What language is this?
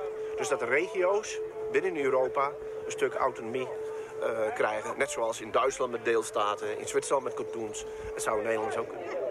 Western Frisian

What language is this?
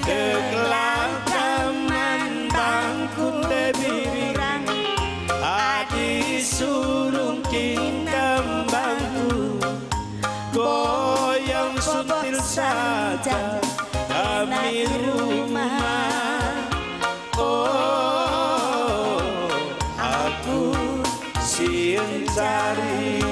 Batak Karo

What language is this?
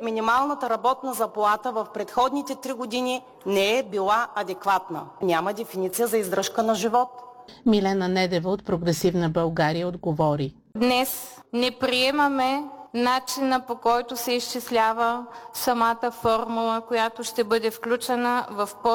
Bulgarian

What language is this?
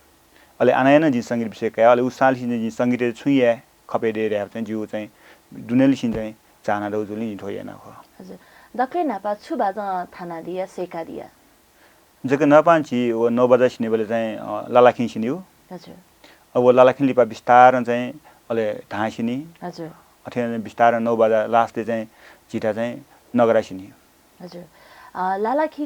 Newari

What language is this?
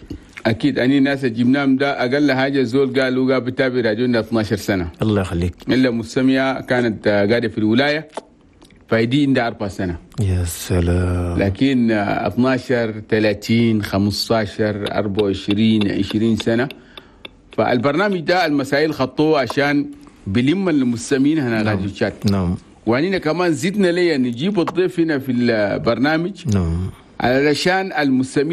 Chadian Arabic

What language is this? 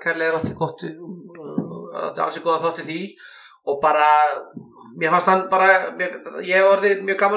Icelandic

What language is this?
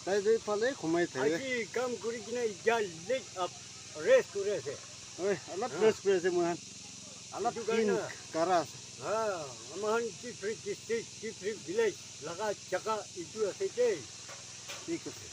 Naga Pidgin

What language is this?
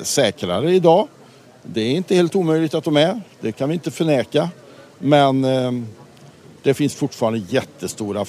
Swedish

